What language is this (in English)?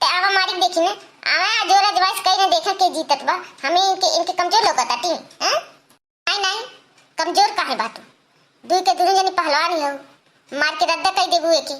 Awadhi